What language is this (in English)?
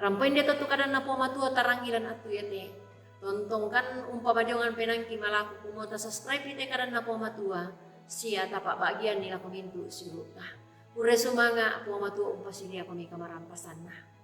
Toraja-Sa'dan